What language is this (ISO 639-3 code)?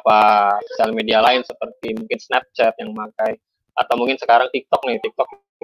ind